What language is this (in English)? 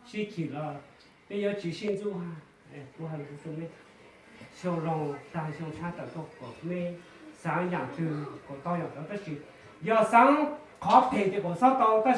Hmong